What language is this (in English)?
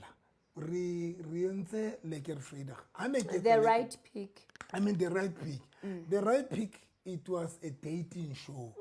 Southern Sotho